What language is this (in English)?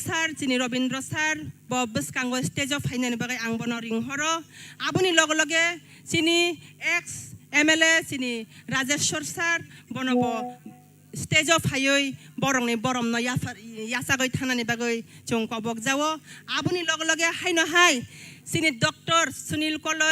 Kok Borok